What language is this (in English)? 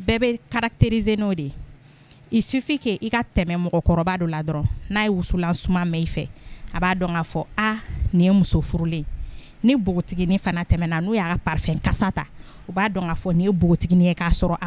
Bambara